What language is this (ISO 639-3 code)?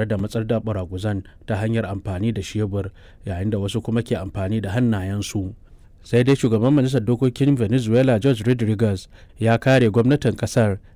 hau